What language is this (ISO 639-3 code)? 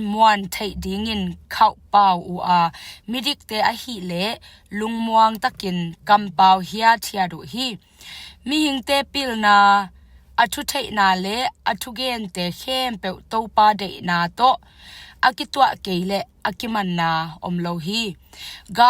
ctd